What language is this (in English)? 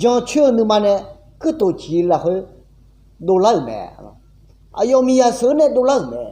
Akha